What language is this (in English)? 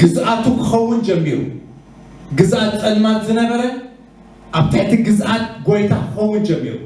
Tigrinya